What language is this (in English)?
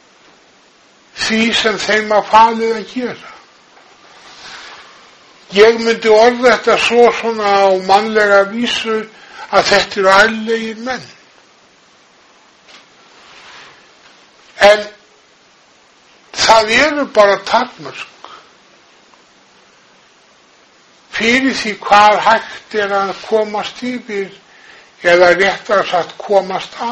Icelandic